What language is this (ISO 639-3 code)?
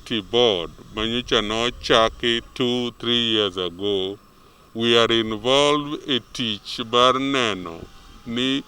luo